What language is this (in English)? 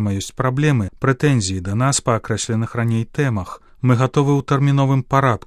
Belarusian